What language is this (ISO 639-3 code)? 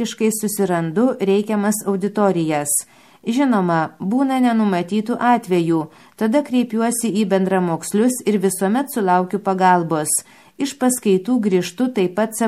lit